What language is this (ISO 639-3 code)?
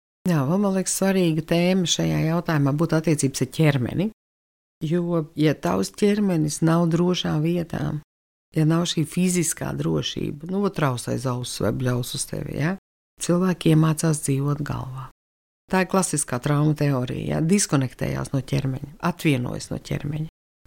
lav